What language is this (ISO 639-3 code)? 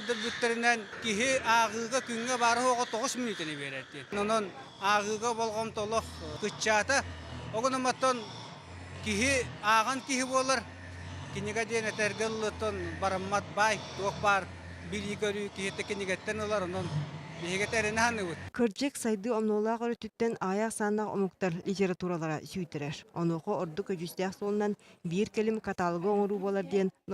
sah